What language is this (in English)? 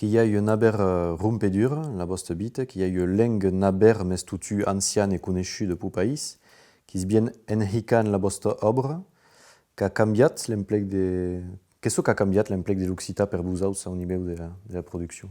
Occitan